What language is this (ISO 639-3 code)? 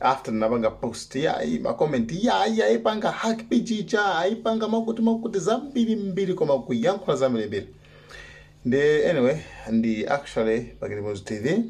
nya